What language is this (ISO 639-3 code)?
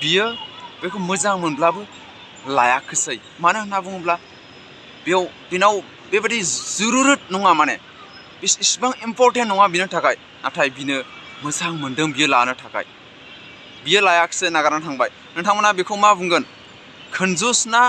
brx